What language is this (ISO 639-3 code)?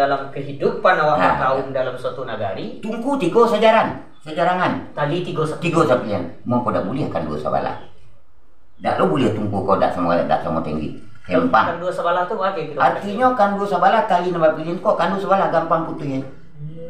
min